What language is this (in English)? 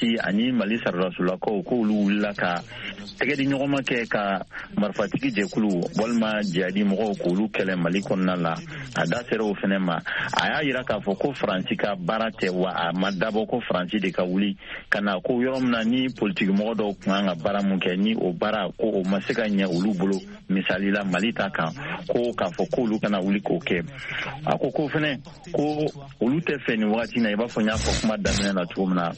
Bambara